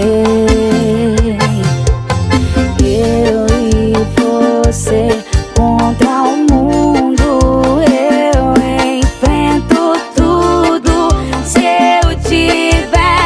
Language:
Portuguese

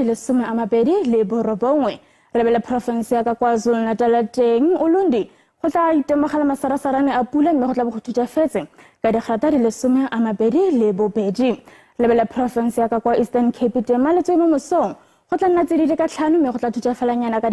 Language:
Tswana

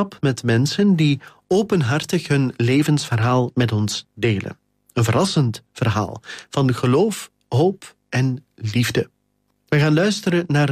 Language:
Dutch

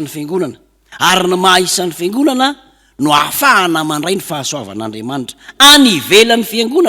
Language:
Malagasy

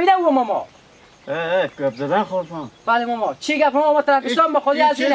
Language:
Hazaragi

